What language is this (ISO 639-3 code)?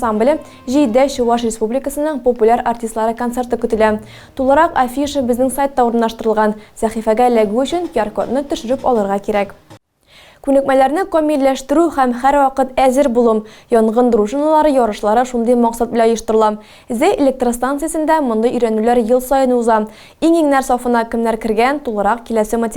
tat